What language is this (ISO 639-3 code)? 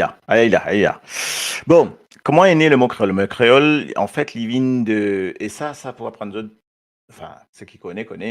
mfe